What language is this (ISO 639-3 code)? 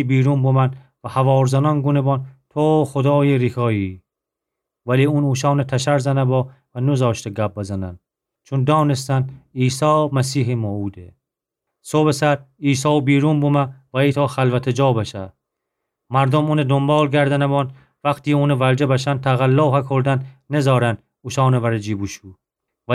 glk